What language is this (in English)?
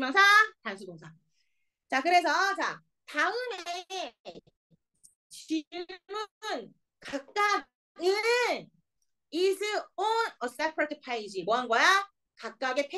Korean